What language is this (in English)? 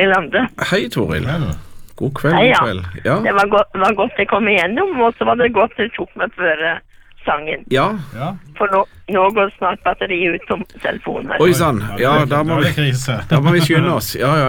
Norwegian